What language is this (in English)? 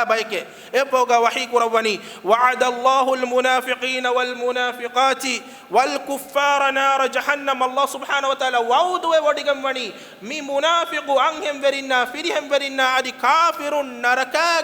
Divehi